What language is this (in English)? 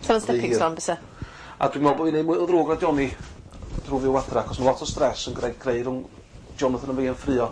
Welsh